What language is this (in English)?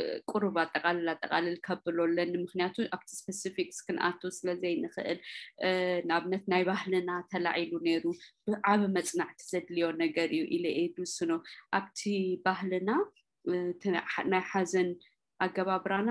Tigrinya